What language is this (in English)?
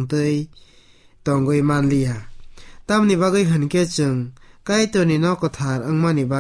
Kok Borok